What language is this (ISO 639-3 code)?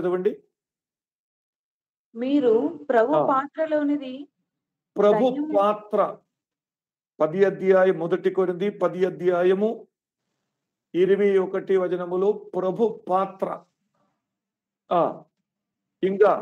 tel